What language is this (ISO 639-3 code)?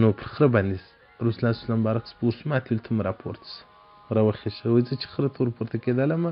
pus